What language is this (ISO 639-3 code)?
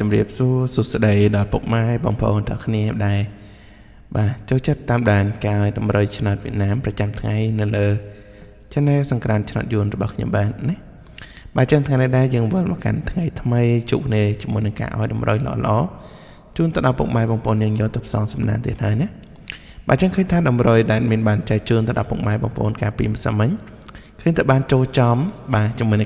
khm